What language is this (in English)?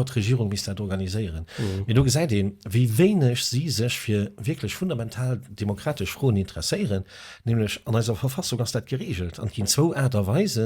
Luxembourgish